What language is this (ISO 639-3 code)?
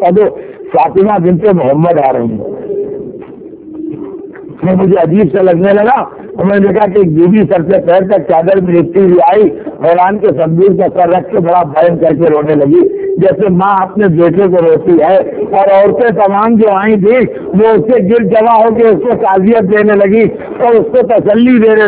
urd